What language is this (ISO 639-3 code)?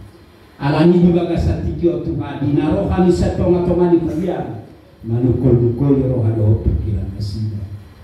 bbc